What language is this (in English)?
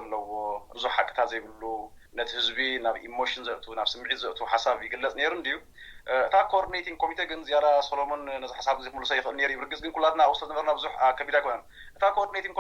Tigrinya